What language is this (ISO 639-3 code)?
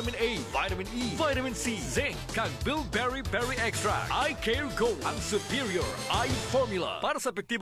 hil